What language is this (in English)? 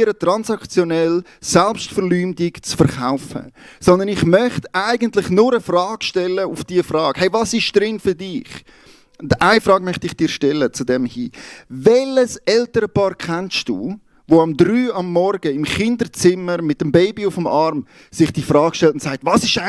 Swiss German